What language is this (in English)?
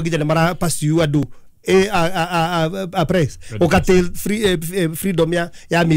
Kikuyu